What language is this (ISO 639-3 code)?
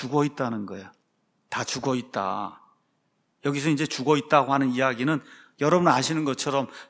kor